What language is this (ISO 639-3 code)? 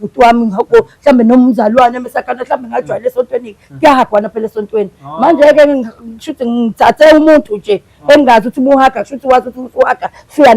zul